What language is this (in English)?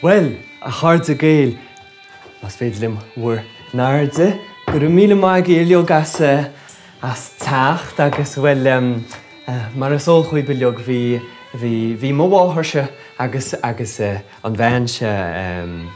Irish